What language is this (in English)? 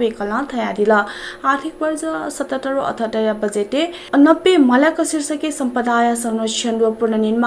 Newari